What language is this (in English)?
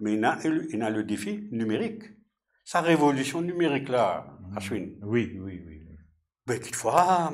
Morisyen